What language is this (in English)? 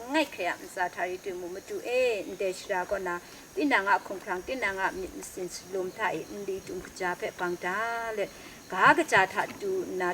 Kachin